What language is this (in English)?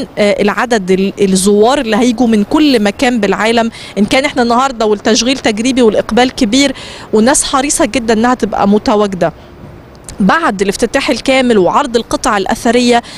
Egyptian Arabic